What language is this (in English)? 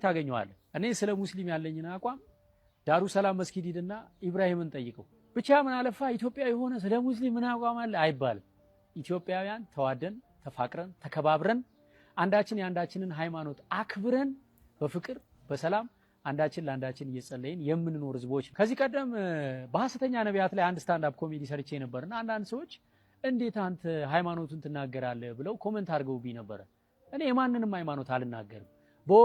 Amharic